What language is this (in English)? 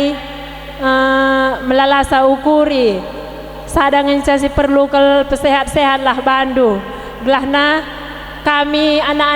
Batak Karo